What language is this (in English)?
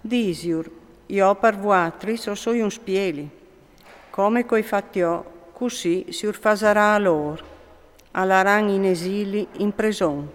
Friulian